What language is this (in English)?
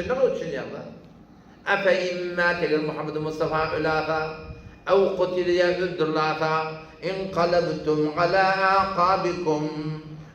Turkmen